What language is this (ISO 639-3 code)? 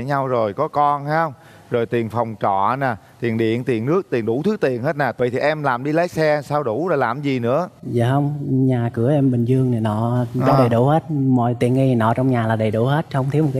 vie